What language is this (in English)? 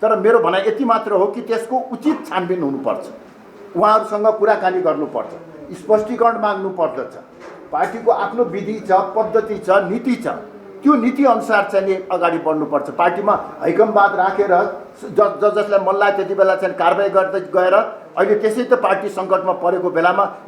Nepali